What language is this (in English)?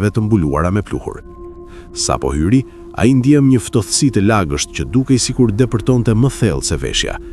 Albanian